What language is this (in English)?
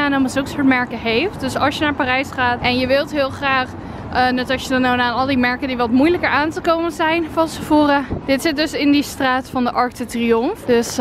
Dutch